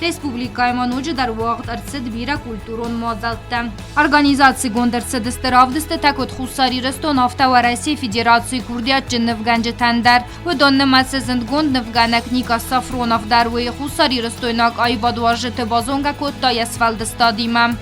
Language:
Ossetic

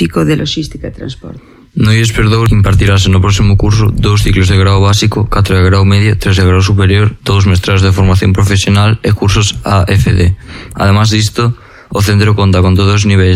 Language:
Galician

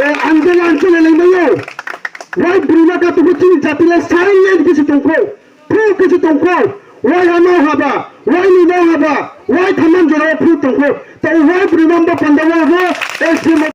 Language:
Riang (India)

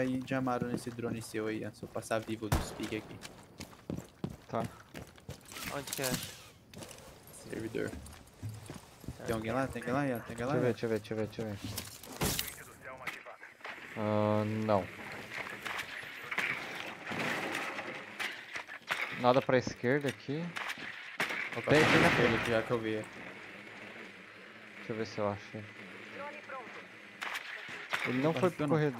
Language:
Portuguese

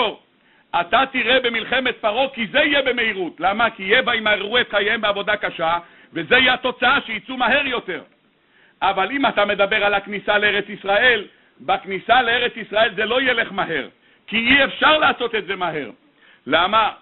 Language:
Hebrew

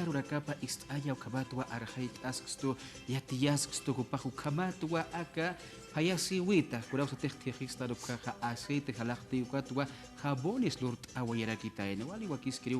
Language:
Aymara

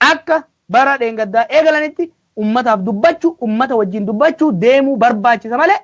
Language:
Oromo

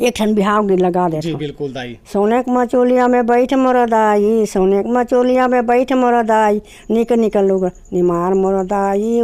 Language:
Chhattisgarhi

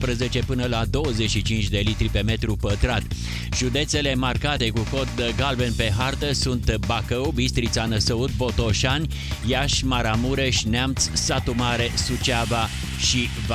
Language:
Romanian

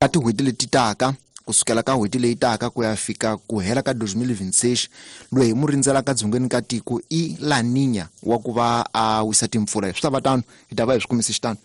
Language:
Tsonga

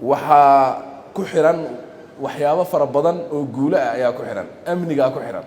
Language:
Somali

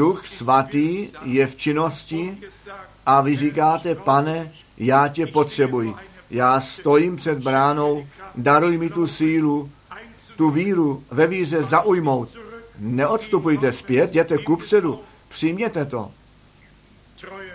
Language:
Czech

